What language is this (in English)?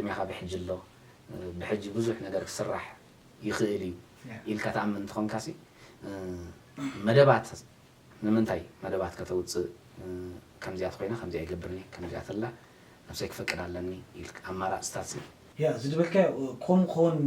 Tigrinya